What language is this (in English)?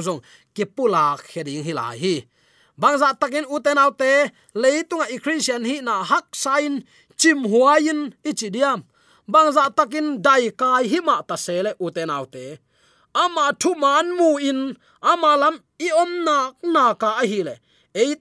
Tedim Chin